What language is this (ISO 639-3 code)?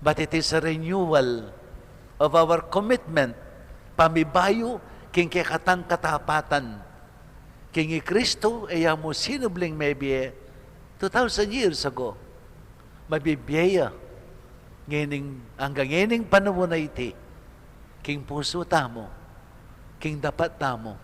pam